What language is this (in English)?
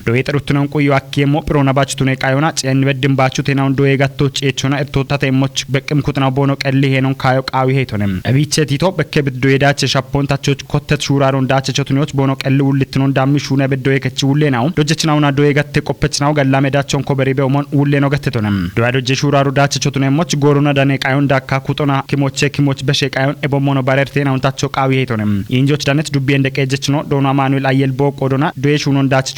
Kafa